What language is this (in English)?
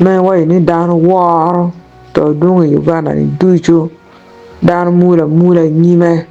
Acoli